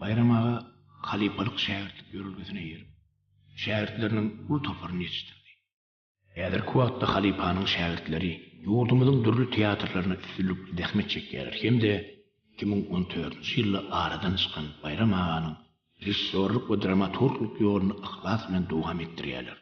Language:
Turkmen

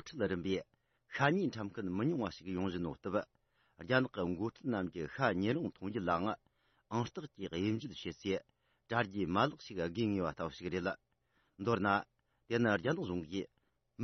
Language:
Tibetan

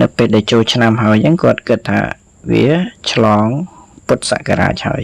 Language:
Khmer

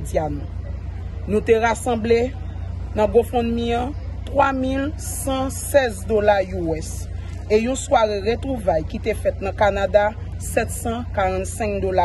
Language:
Haitian Creole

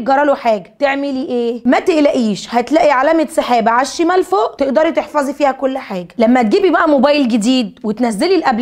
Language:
Egyptian Arabic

